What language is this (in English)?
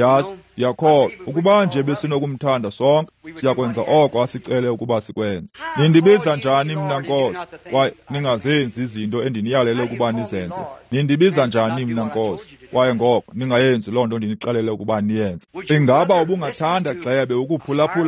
Xhosa